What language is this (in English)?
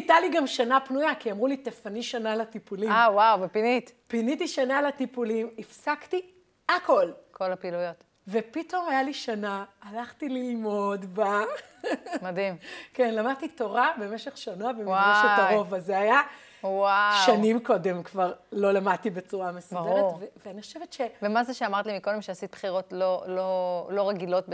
Hebrew